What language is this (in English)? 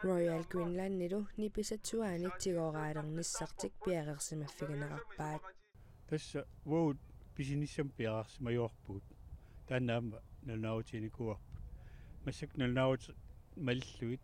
Kalaallisut